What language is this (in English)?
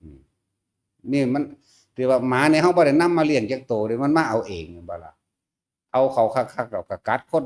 Northeastern Thai